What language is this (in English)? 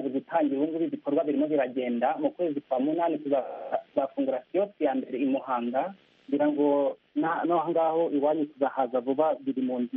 Kinyarwanda